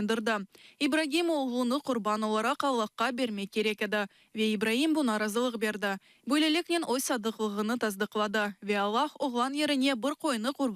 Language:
Crimean Tatar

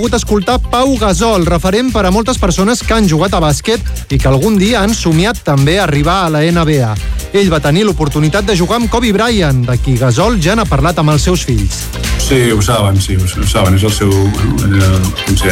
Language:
Catalan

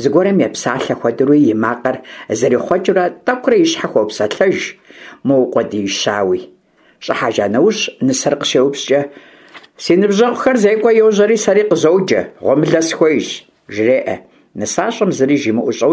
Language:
Kabardian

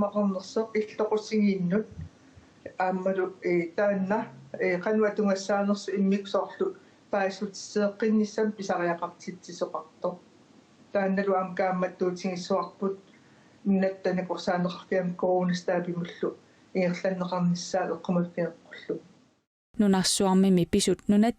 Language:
Kalaallisut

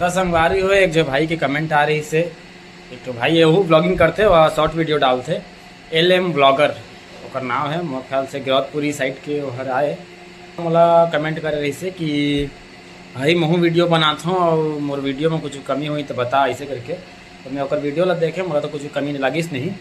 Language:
Chhattisgarhi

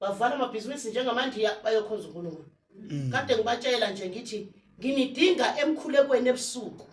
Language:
Zulu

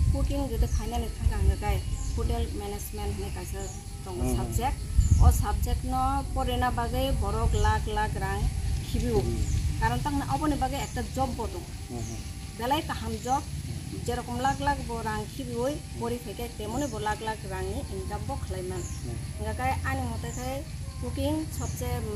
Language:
Kok Borok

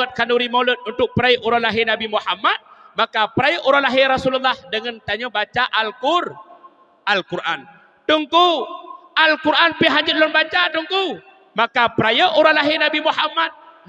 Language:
Achinese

